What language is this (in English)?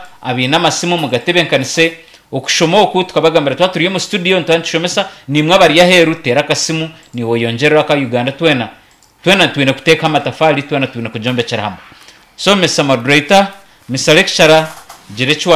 Nyankole